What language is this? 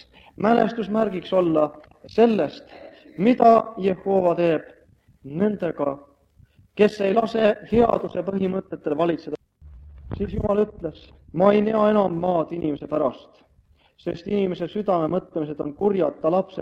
Estonian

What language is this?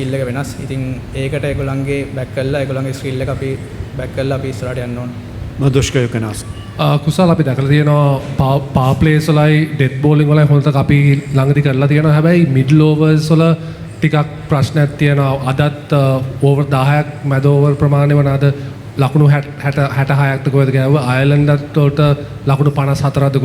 Sinhala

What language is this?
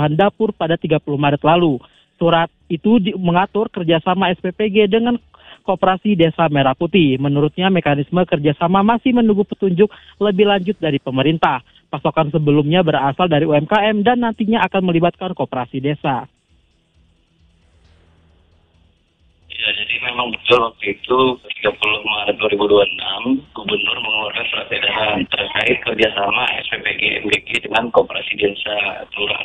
Indonesian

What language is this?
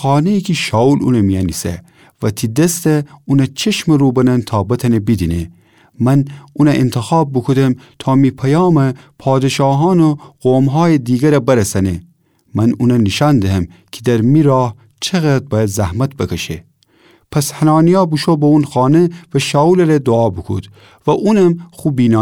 Gilaki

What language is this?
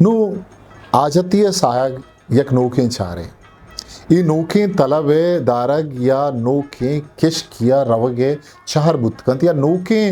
Eastern Balochi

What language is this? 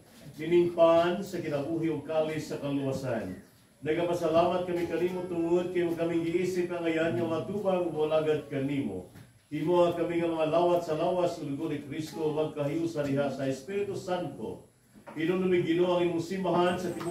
Cebuano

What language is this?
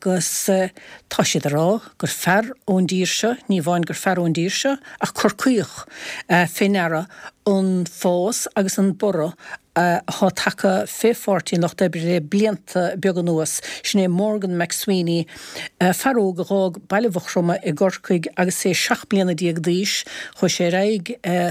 Irish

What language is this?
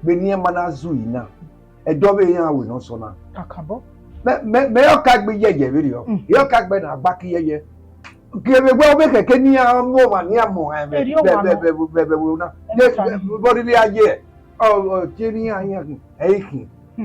Bini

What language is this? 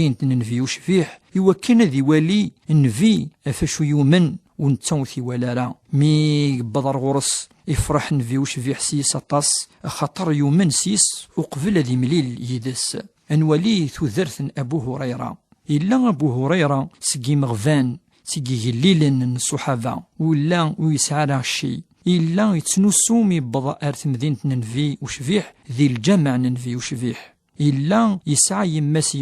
Kabyle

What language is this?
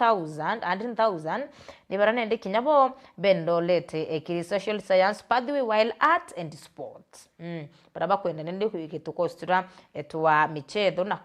Meru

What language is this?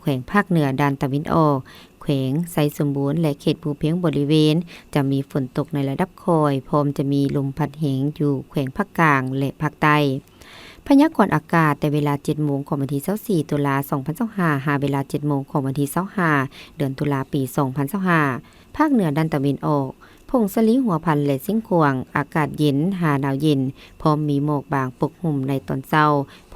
Lao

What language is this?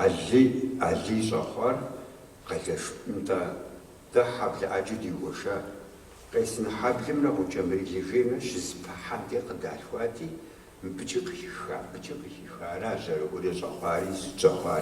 Kabardian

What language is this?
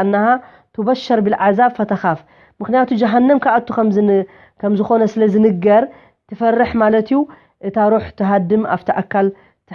Tigrinya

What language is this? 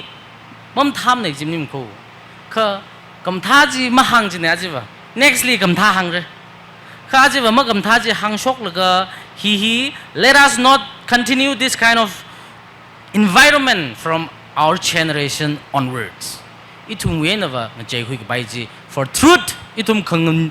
Tangkhul Naga (India)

